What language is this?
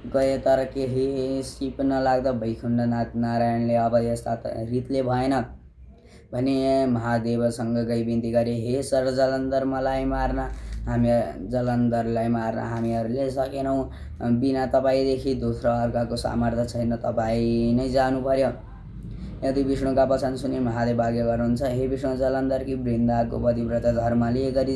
Nepali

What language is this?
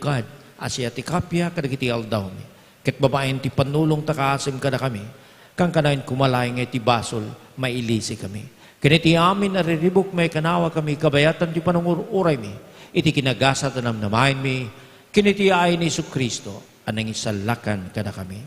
Iloko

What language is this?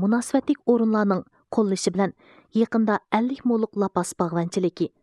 Uyghur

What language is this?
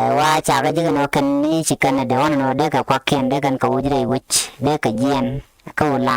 Nuer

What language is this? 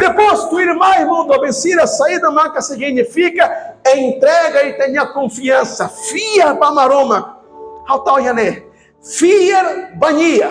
Tetum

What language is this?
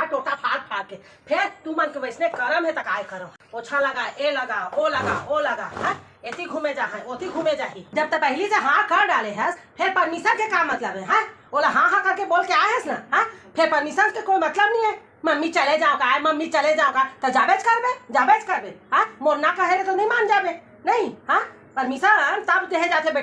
Chhattisgarhi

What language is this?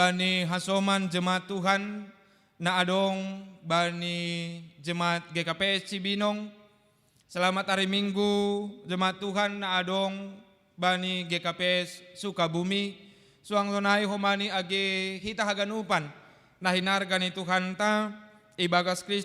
Batak Simalungun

